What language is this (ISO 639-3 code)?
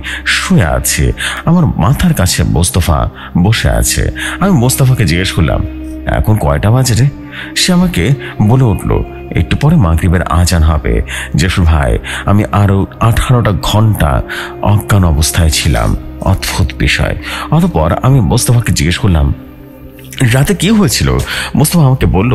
ben